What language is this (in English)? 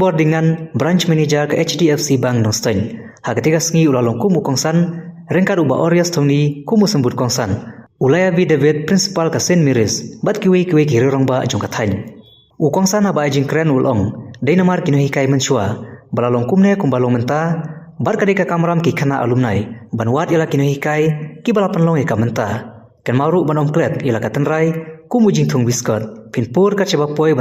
Khasi